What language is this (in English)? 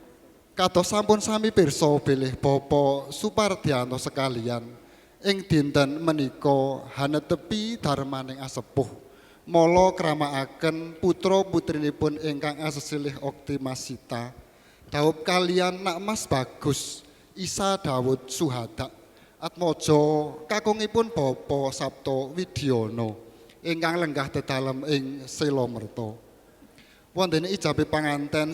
Javanese